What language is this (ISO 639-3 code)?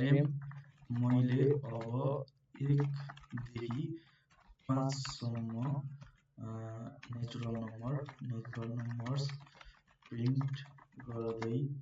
nep